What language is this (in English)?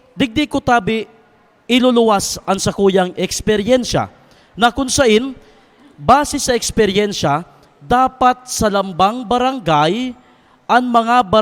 Bikol